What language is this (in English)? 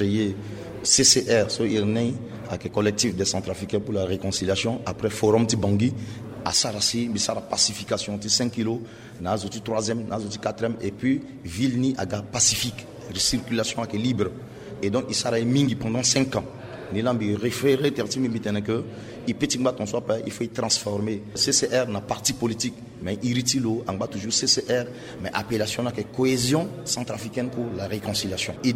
Sango